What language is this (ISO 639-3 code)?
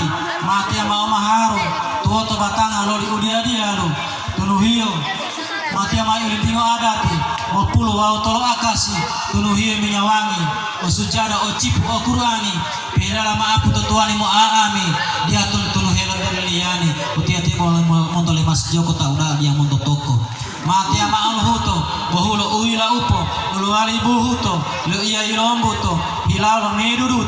gor